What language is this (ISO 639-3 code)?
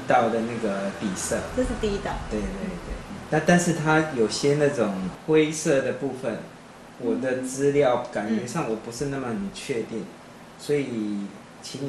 zho